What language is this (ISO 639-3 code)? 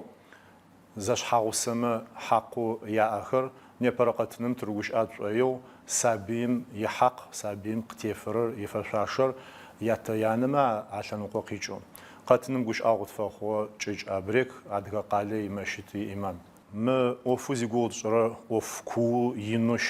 ady